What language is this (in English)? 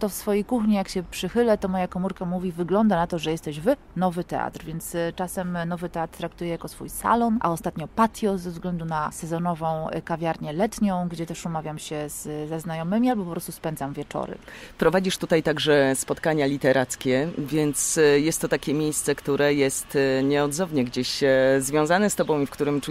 Polish